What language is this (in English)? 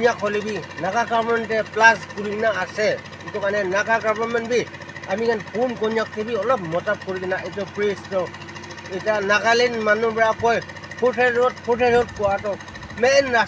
Naga Pidgin